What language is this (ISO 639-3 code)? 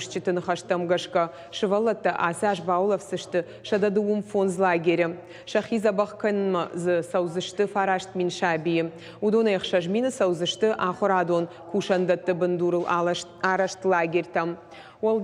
oss